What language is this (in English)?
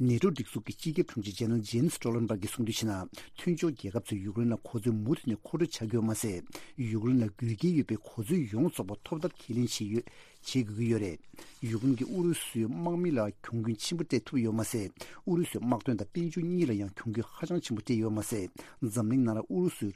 Tibetan